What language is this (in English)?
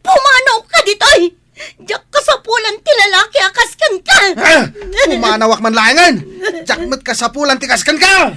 Iloko